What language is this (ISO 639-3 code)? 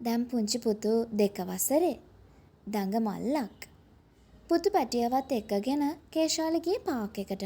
sin